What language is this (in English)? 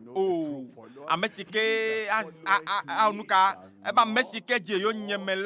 Ewe